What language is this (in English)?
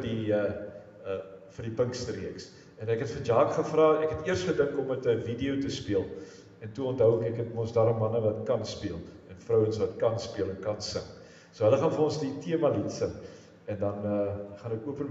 Afrikaans